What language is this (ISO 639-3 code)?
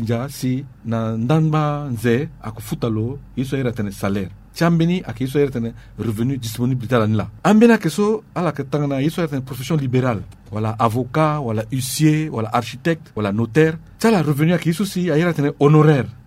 sag